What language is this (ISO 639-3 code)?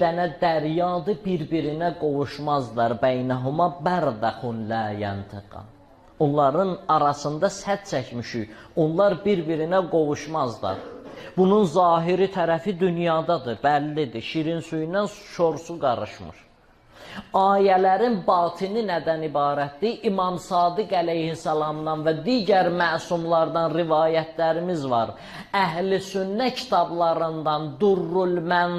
aze